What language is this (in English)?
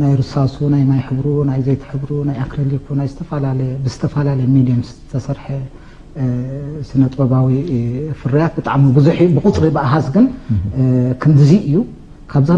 Tigrinya